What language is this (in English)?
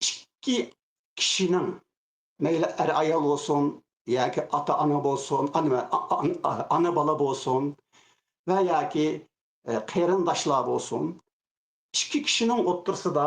Uyghur